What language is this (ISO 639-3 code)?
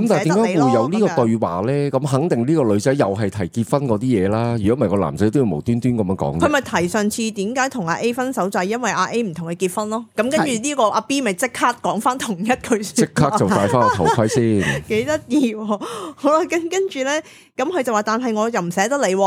yue